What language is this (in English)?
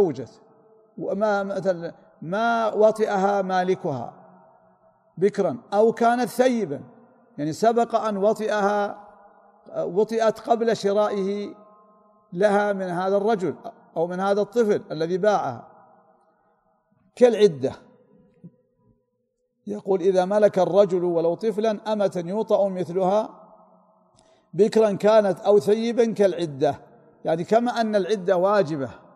Arabic